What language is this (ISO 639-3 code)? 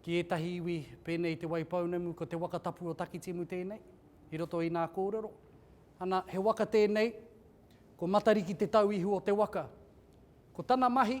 mri